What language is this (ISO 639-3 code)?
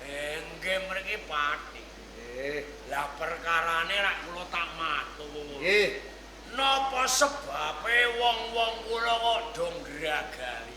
jav